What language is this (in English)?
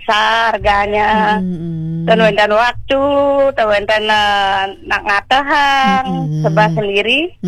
Balinese